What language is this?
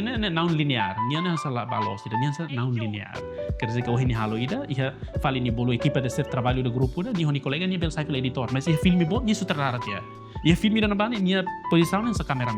Tetum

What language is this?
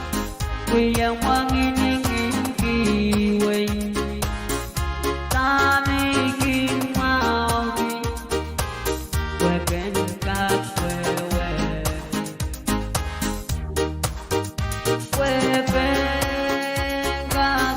Pohnpeian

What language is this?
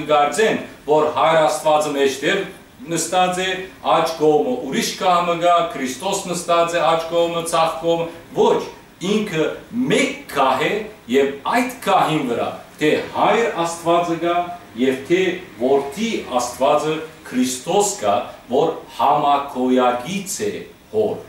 Western Armenian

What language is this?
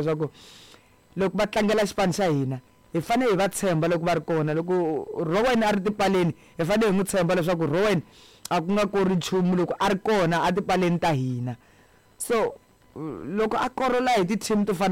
Tsonga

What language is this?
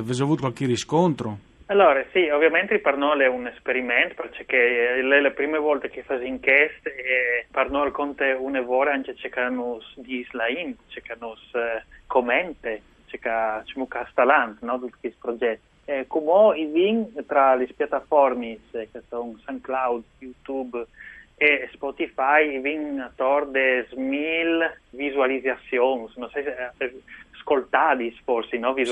Friulian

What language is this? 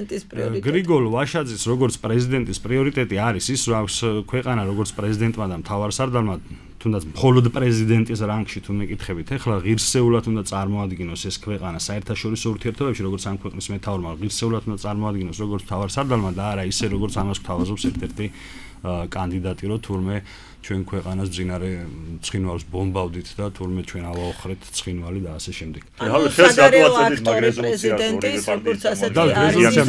Georgian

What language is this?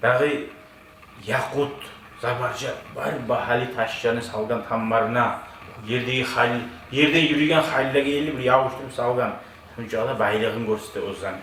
Kumyk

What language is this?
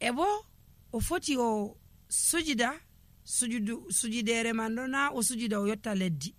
Nigerian Fulfulde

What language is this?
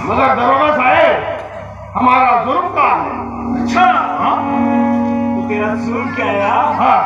Marathi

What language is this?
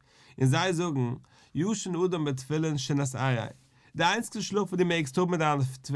Yiddish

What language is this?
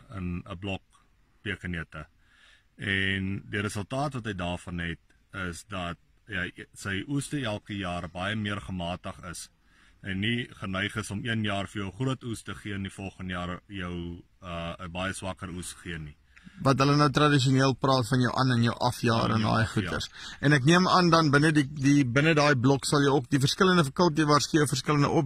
Afrikaans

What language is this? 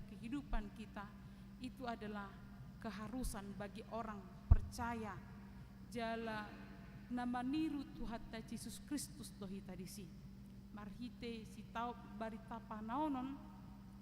Batak Toba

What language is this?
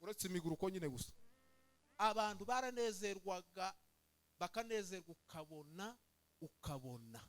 Kinyarwanda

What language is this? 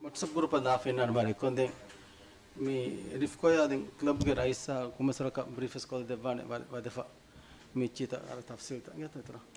Divehi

